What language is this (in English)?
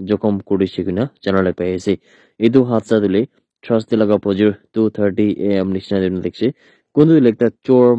Naga Pidgin